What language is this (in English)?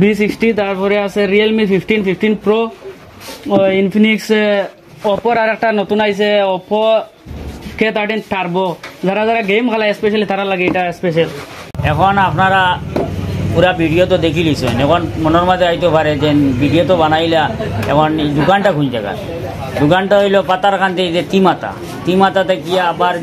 Sylheti